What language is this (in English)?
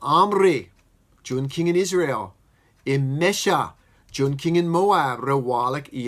Marshallese